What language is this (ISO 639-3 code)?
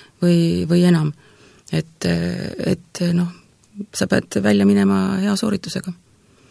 est